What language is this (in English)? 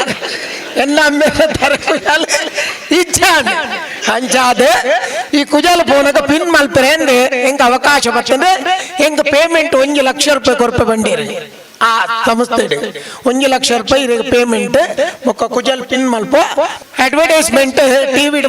Tulu